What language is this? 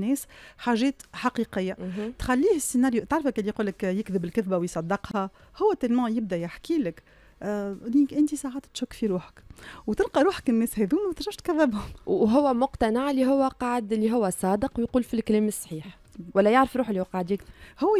Tunisian Arabic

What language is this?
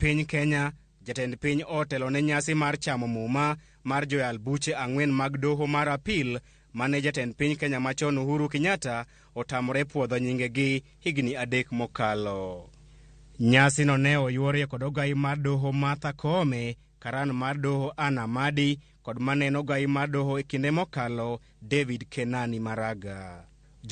Luo (Kenya and Tanzania)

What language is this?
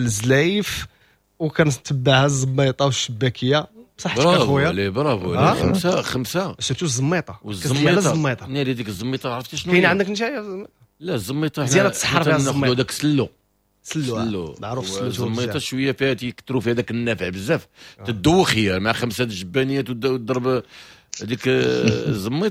Moroccan Arabic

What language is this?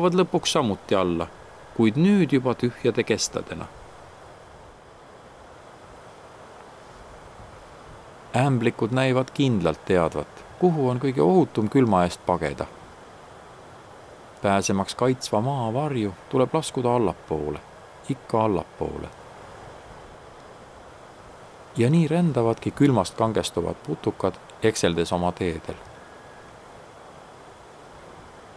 Estonian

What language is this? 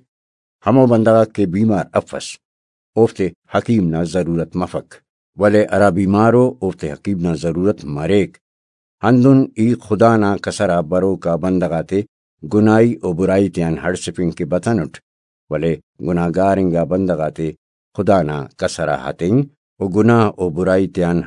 Brahui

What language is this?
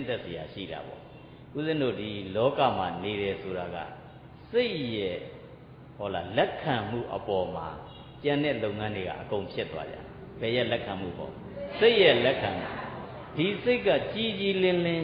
Burmese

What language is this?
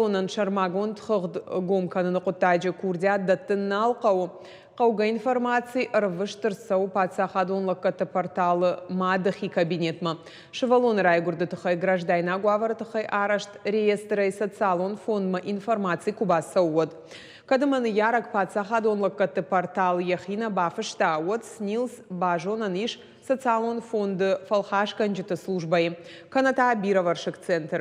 Ossetic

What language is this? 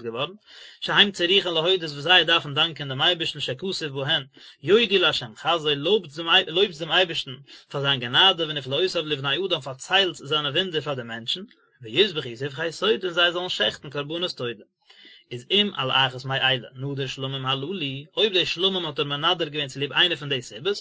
Yiddish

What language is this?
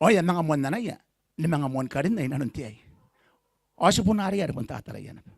Gilbertese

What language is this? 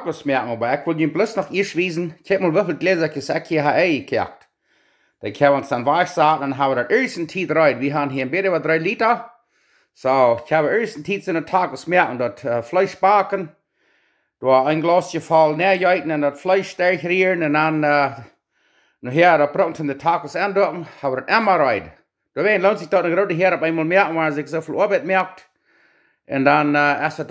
Plautdietsch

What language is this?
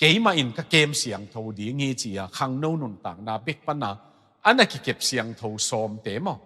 Tedim Chin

